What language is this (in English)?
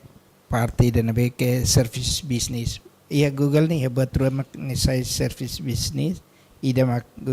Tetum